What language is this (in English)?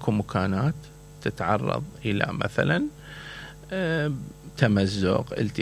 Mesopotamian Arabic